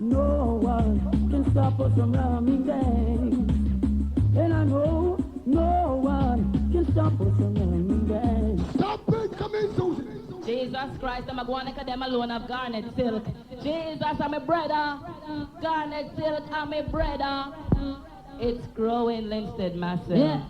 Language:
Jamaican Creole English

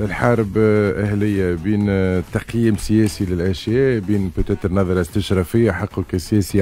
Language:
Tunisian Arabic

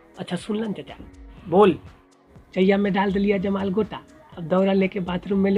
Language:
Magahi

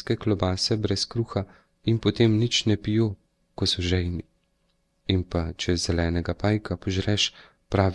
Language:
Slovenian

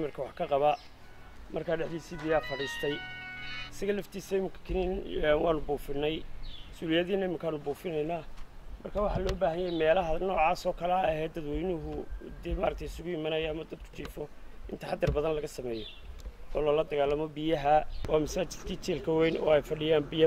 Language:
Somali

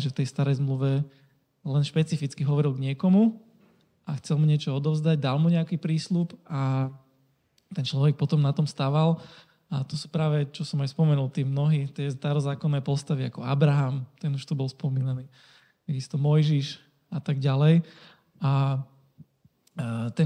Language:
Slovak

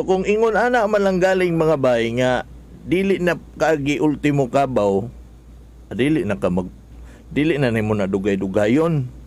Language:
Cebuano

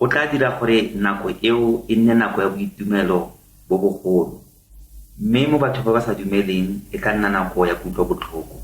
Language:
Tswana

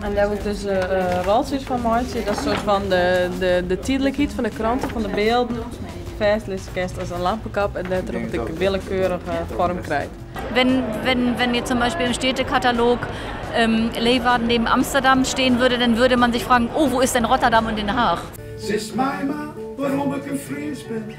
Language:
Western Frisian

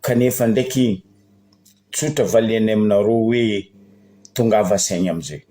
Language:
Malagasy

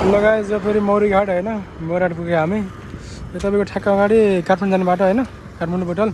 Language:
Nepali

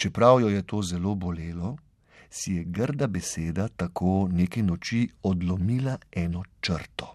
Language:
Slovenian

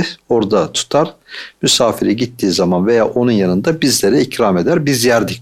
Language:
Turkish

